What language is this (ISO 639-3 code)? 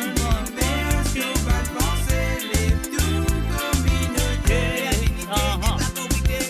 mfe